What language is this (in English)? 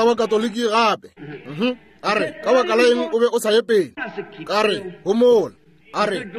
Northern Sotho